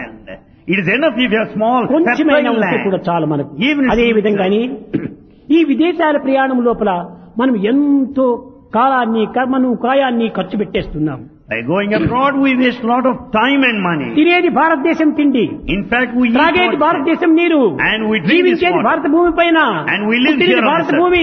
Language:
Telugu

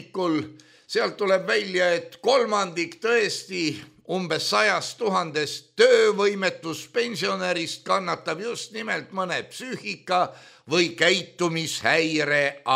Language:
Estonian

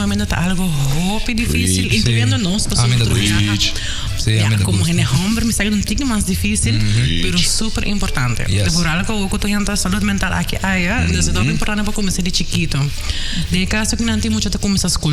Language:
Papiamento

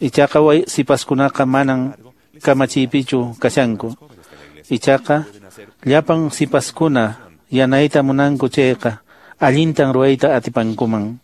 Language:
Quechua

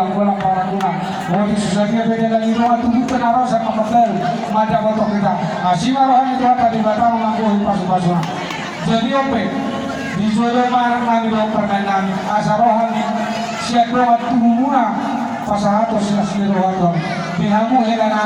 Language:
Batak Toba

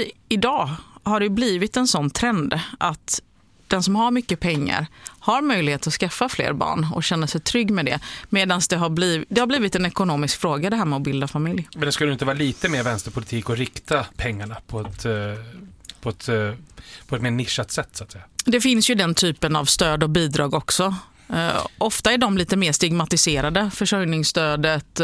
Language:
Swedish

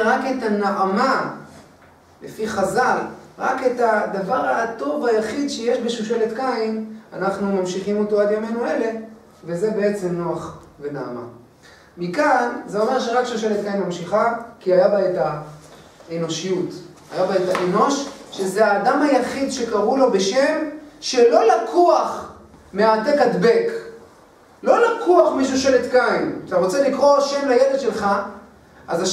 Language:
Hebrew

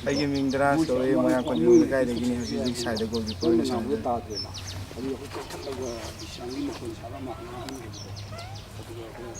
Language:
Manipuri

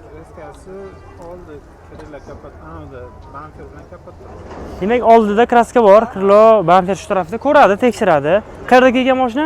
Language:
Uzbek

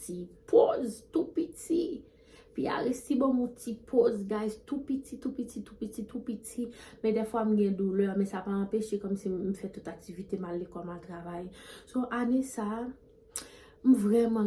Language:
Haitian Creole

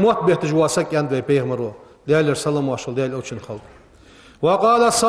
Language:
Ingush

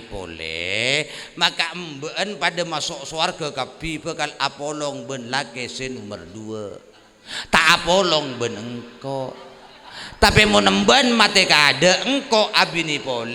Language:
Madurese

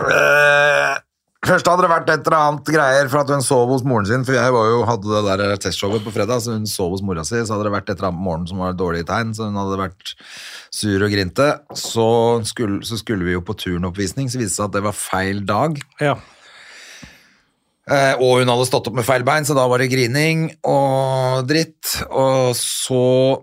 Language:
Norwegian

